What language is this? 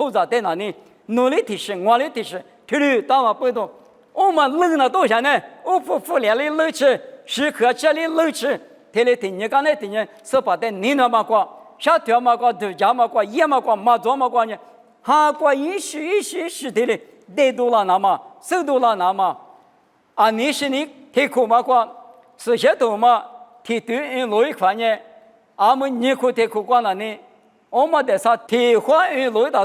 Lisu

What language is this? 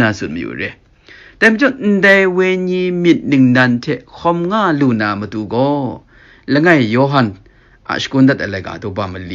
Kachin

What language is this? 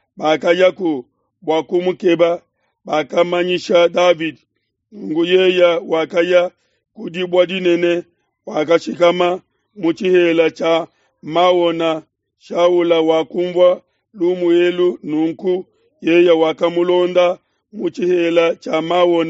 Luba-Lulua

